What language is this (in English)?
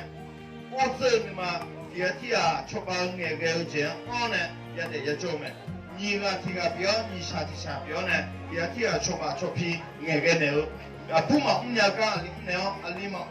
Akha